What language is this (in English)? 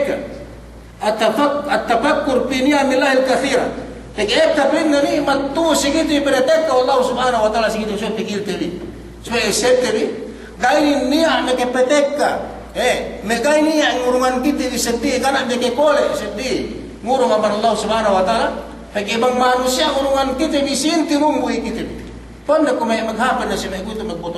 Yakan